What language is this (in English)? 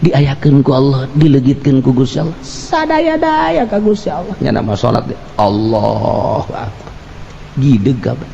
Sundanese